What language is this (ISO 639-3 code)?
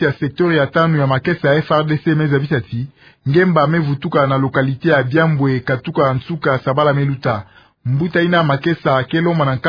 ktu